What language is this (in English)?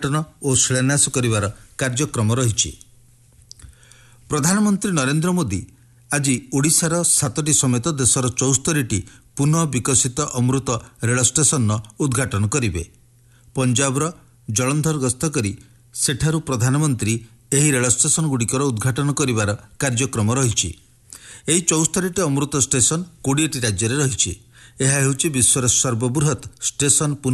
Odia